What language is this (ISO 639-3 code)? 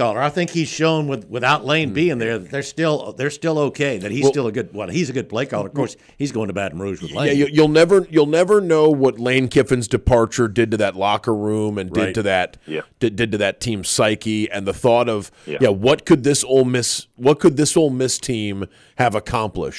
eng